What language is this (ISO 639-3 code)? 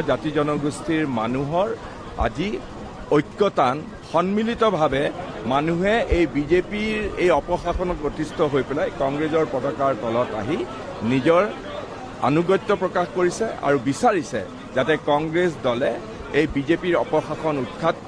asm